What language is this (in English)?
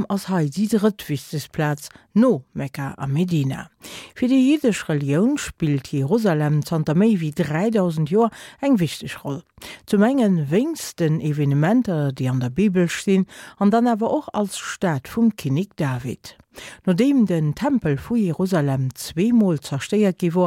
Luxembourgish